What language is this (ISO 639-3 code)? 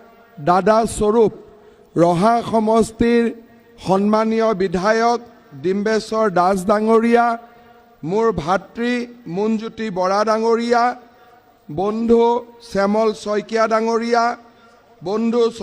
asm